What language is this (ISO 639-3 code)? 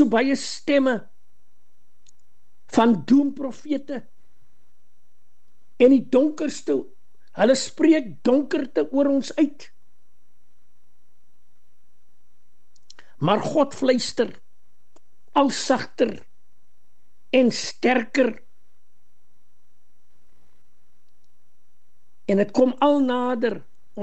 afr